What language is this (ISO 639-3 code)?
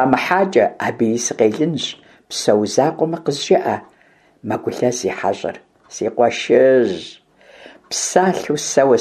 kbd